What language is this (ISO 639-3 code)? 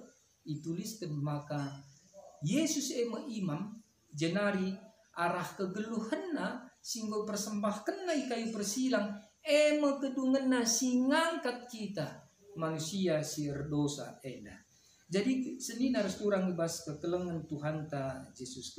btx